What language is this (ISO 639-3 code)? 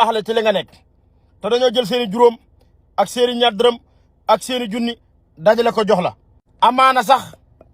wol